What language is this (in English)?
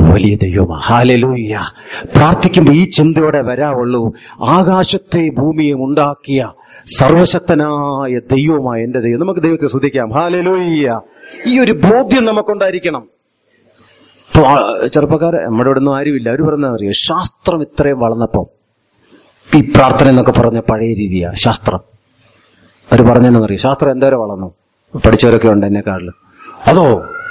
Malayalam